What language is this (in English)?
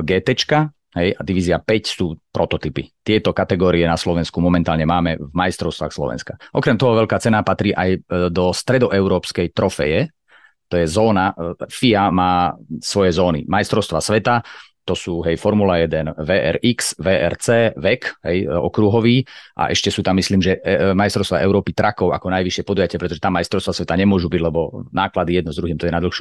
Slovak